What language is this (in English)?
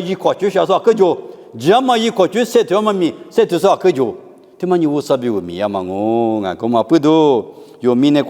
Lisu